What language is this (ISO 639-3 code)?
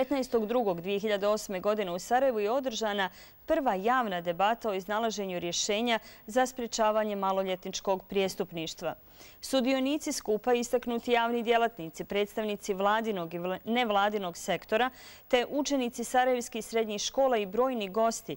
hrv